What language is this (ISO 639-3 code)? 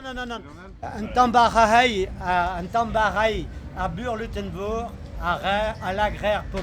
bre